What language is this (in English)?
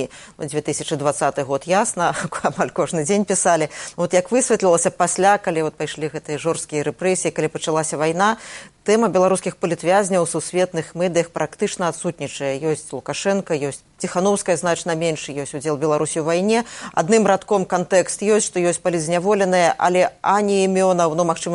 Belarusian